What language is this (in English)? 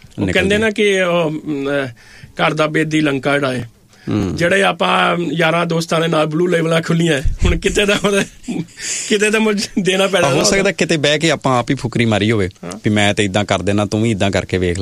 Punjabi